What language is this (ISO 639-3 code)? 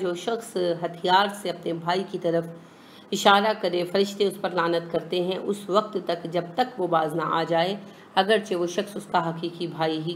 urd